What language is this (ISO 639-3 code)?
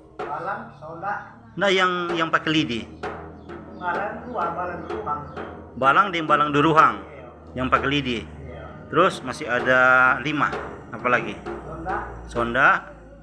xmm